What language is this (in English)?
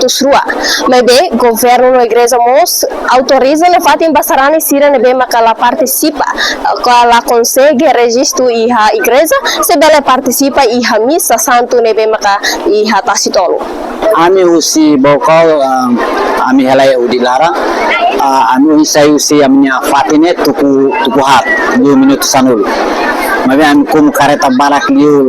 Tetum